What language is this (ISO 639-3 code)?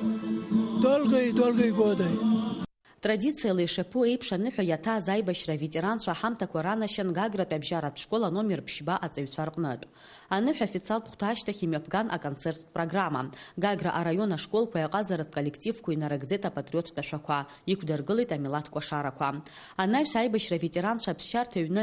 abk